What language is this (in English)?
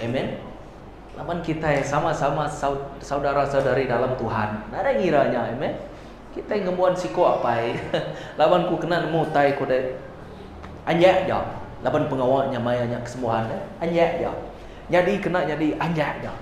Iban